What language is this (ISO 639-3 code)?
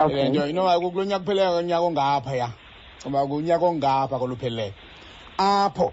xho